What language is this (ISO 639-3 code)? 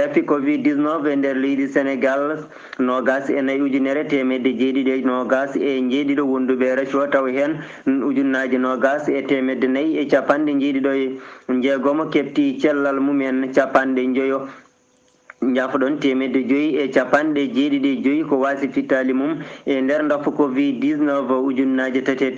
ful